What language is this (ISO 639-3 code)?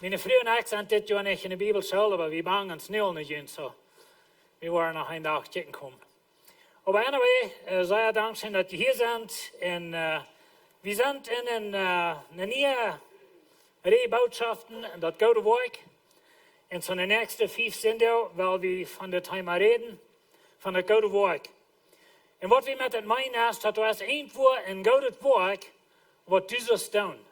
pdt